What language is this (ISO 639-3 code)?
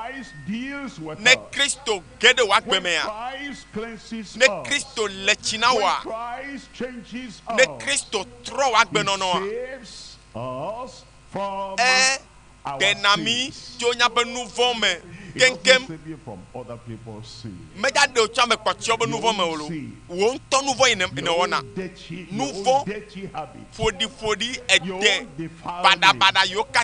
ewe